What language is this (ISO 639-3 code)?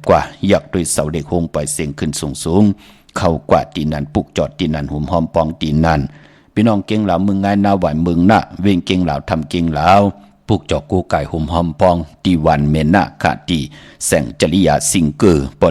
shn